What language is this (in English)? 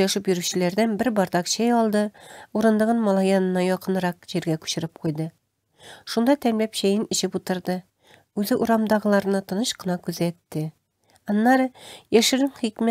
Tatar